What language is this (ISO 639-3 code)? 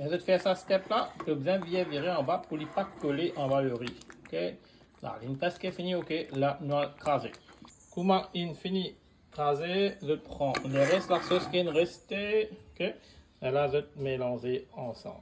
mfe